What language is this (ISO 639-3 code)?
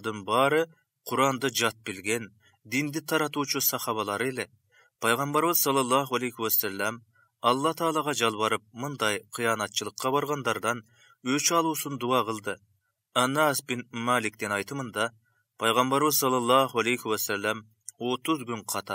kir